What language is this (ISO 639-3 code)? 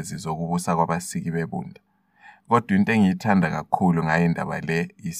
nde